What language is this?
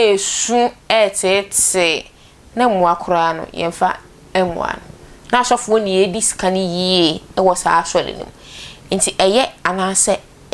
Akan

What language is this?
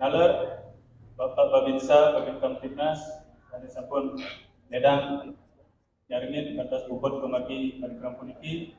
Balinese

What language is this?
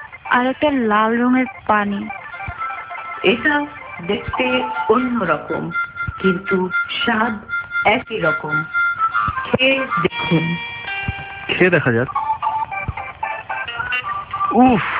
Bangla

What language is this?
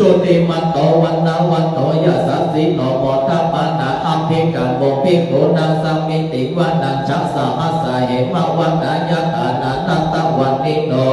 Pali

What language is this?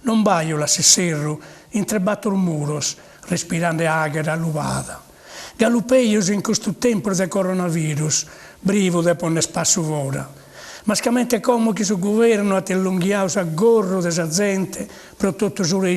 Sardinian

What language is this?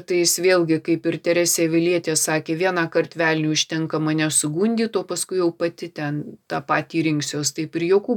Lithuanian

